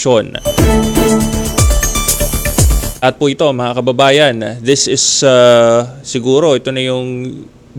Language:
Filipino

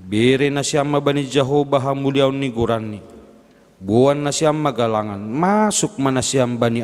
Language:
Batak Simalungun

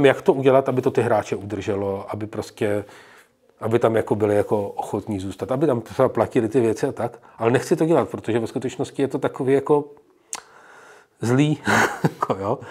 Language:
Czech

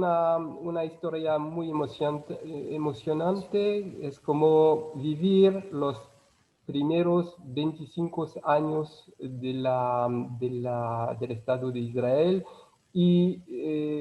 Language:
Ladino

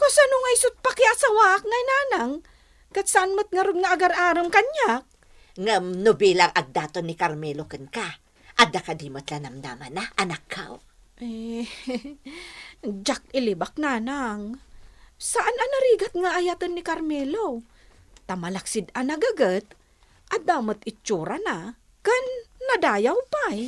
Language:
Iloko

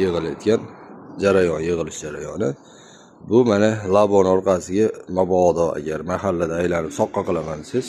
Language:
Uzbek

